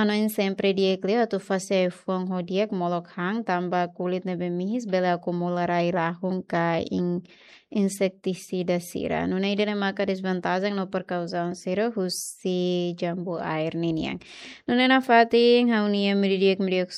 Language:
Tetum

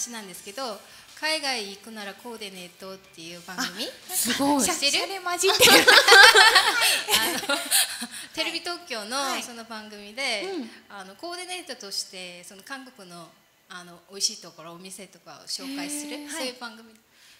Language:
Japanese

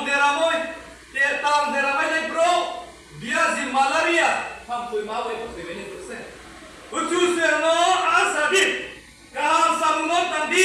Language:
Riang (India)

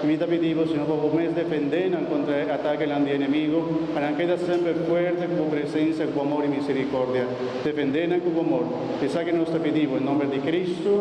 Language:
Papiamento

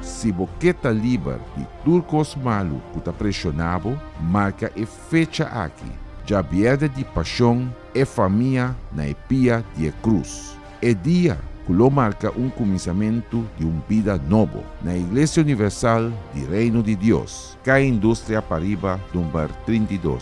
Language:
Papiamento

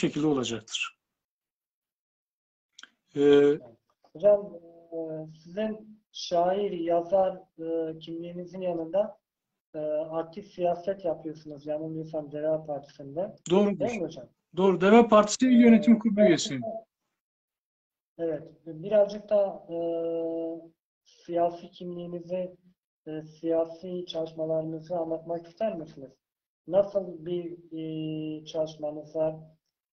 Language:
Turkish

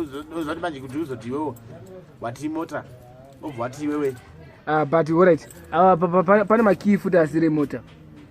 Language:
Shona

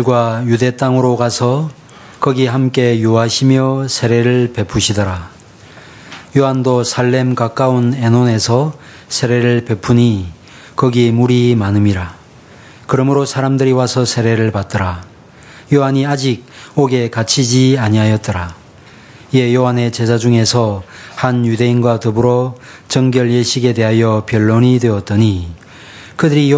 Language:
Korean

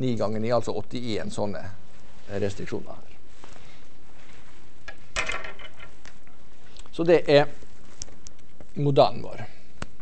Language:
Norwegian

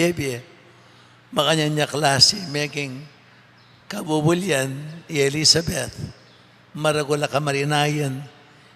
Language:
Pampanga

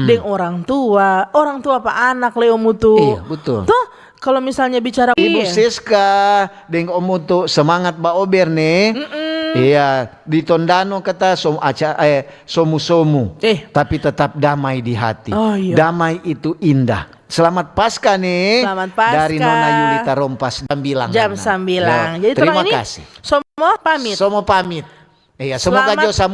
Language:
Manado Malay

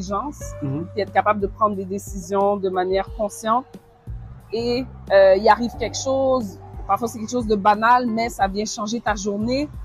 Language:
French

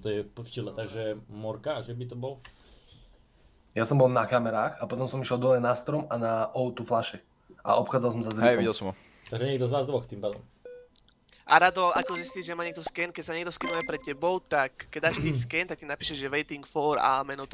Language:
Slovak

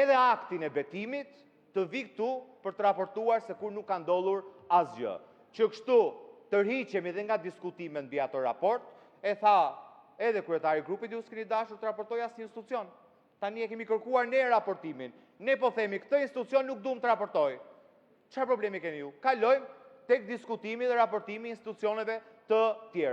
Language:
Albanian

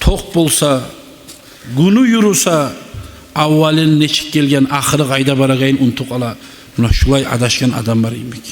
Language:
Kumyk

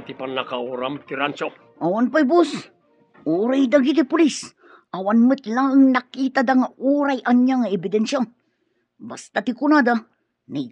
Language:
Iloko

